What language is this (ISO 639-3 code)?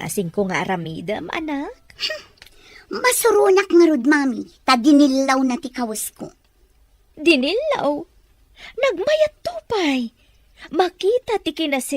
ilo